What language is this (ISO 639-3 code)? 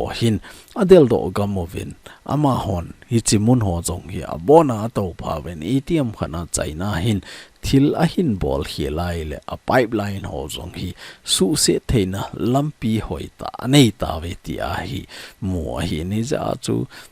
tcz